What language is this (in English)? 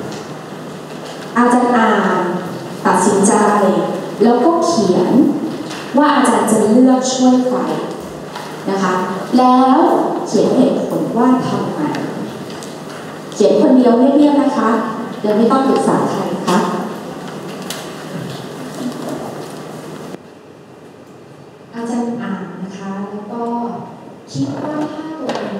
Thai